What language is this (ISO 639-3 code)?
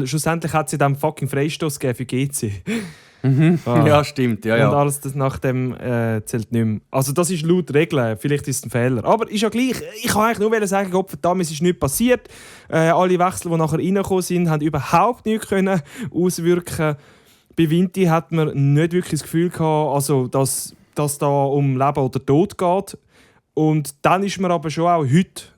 gsw